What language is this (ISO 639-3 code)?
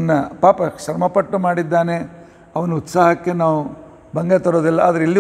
kan